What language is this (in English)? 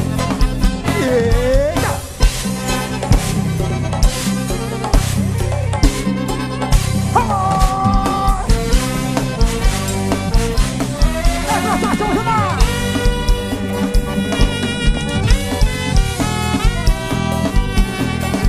Portuguese